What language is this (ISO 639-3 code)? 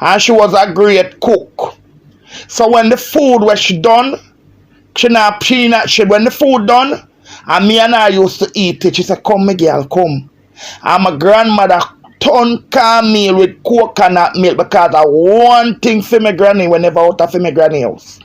jam